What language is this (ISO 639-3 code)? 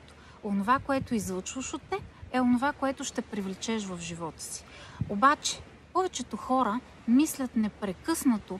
bul